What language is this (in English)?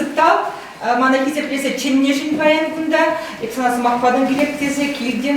Chuvash